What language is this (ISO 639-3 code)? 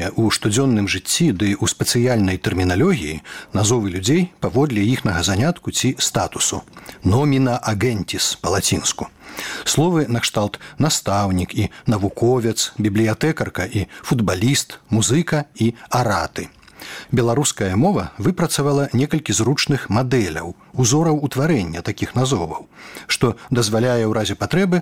bel